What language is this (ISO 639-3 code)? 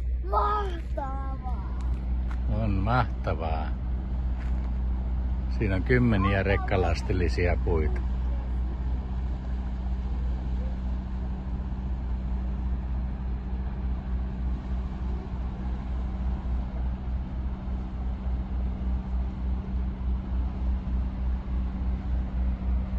fin